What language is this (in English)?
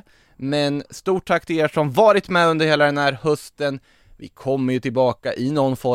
Swedish